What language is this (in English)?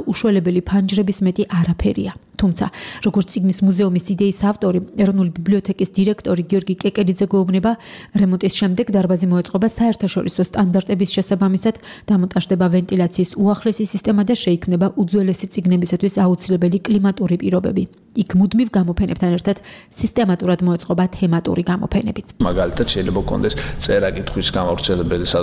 Georgian